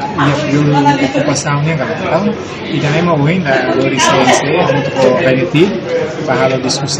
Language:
Tetum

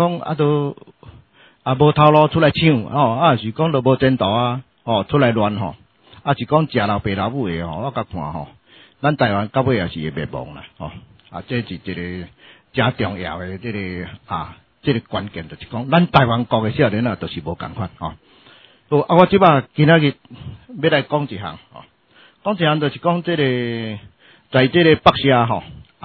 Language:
Min Nan Chinese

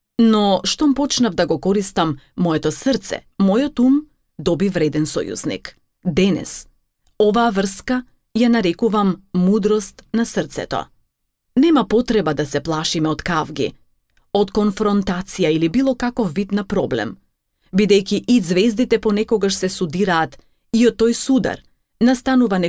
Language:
Macedonian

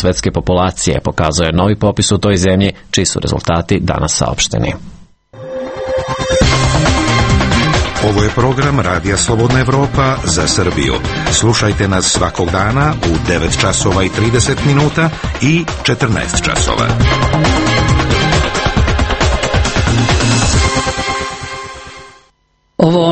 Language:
Serbian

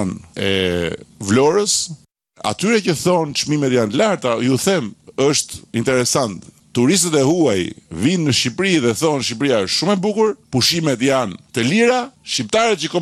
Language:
Albanian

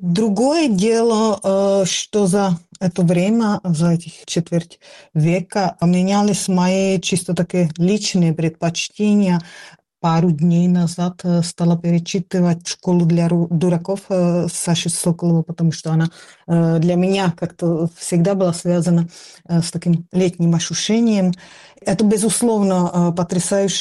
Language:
Russian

